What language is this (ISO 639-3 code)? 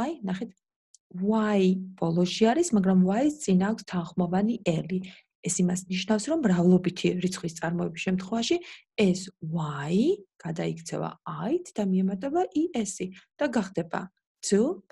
kat